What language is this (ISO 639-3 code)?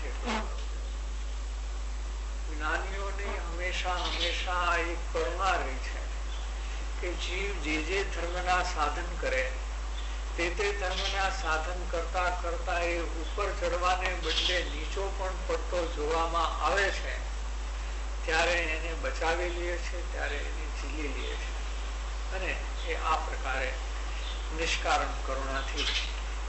guj